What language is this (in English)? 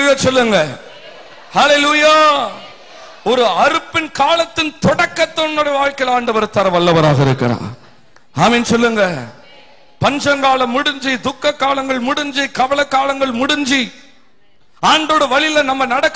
Tamil